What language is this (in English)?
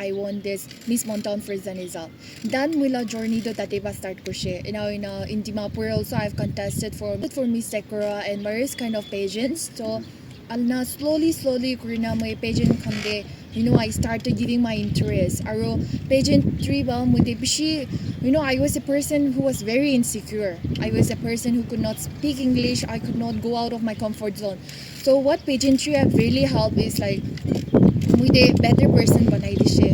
Naga Pidgin